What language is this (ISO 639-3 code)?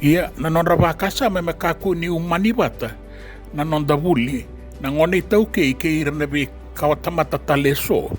fij